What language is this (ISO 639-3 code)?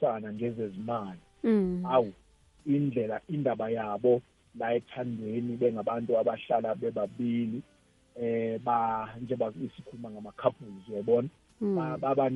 nbl